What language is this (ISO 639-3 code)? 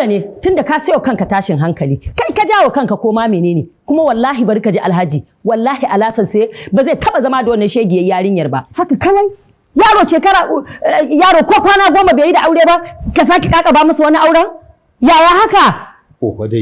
hau